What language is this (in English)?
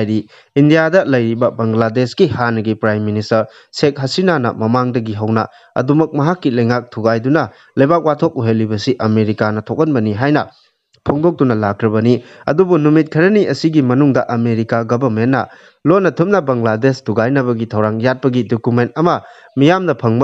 Manipuri